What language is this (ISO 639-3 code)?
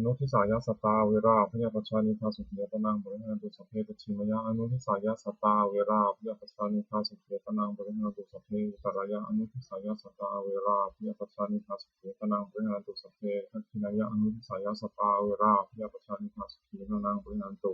pli